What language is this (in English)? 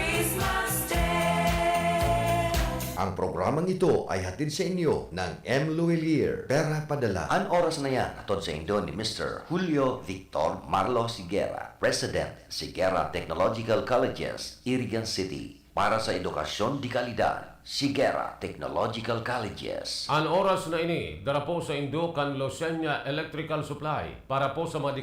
Bikol